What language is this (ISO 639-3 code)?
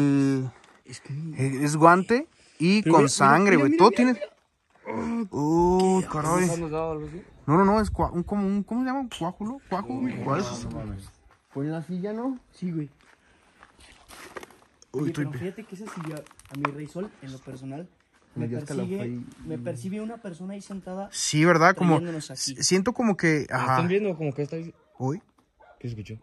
spa